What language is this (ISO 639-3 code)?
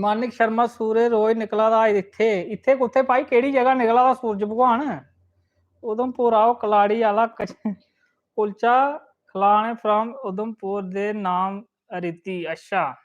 doi